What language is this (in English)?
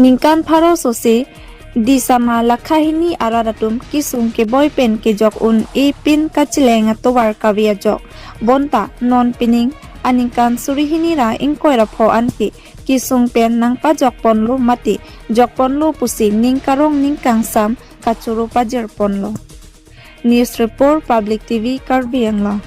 Karbi